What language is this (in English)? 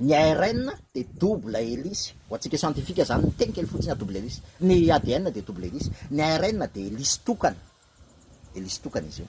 Malagasy